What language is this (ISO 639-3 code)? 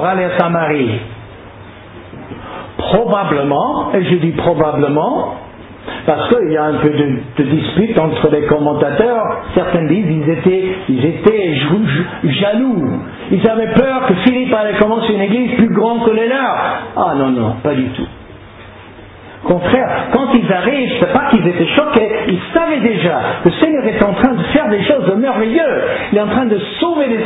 fra